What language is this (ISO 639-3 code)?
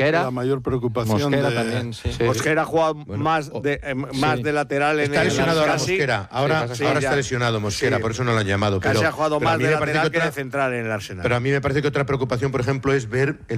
spa